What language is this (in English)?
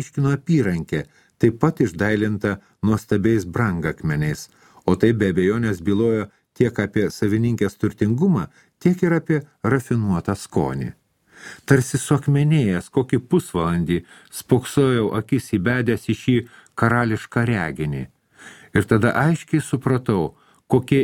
Lithuanian